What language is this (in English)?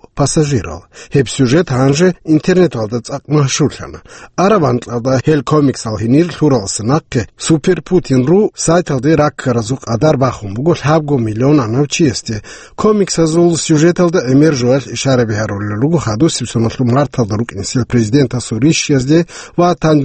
Avaric